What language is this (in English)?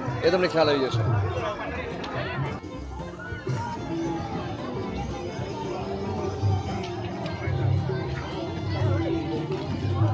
Gujarati